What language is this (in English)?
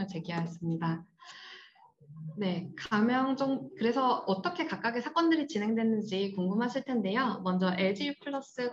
Korean